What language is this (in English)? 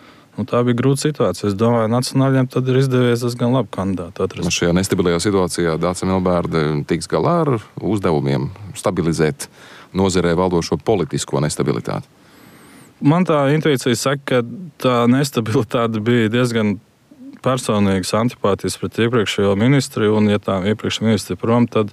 Latvian